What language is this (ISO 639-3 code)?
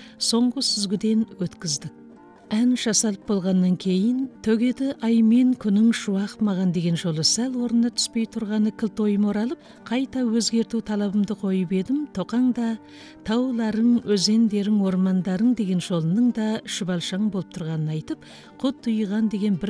kaz